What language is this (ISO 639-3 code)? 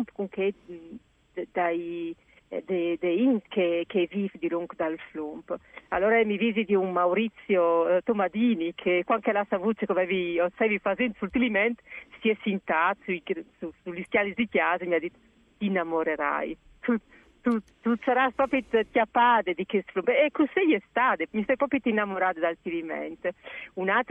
fur